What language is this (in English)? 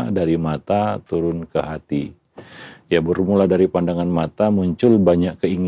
Indonesian